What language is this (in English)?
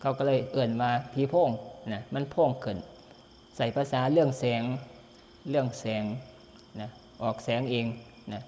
Northeastern Thai